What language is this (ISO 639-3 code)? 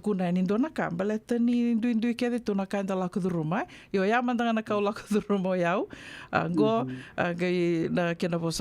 fij